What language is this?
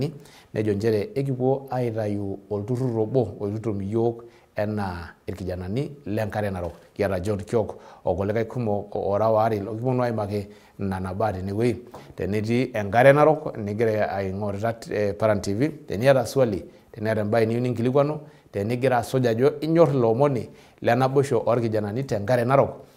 Masai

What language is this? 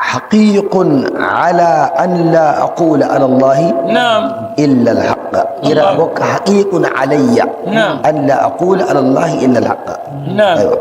Nigerian Fulfulde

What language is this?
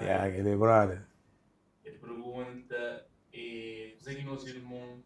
Kabuverdianu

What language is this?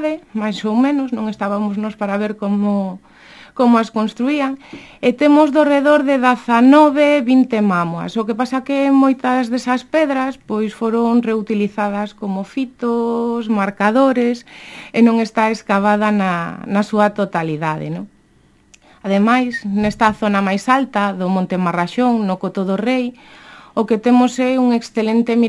Galician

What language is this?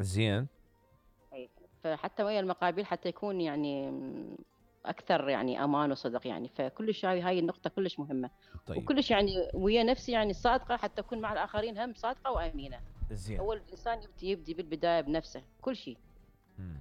Mesopotamian Arabic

